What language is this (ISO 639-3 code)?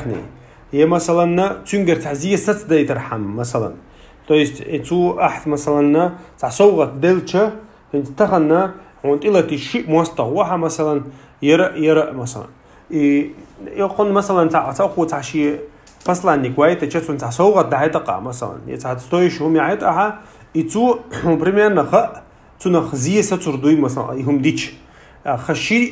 che